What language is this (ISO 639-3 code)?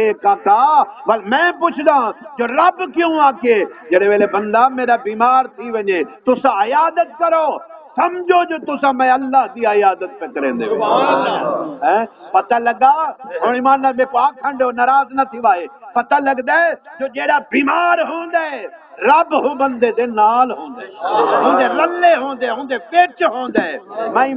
skr